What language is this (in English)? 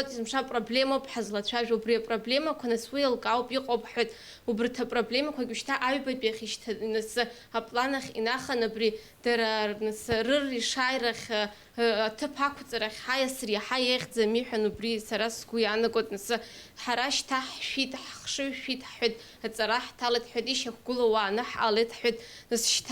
Abkhazian